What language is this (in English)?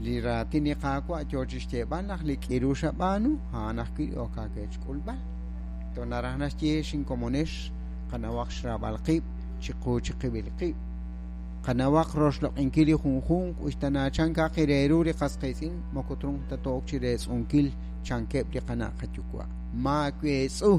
Kekchí